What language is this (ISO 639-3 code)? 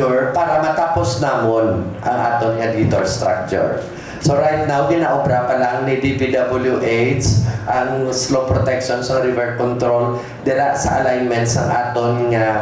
hil